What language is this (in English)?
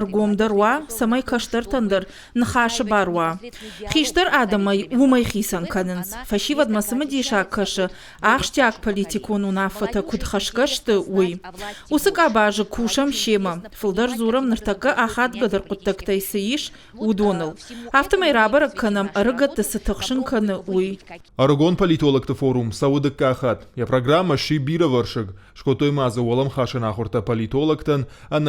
Ossetic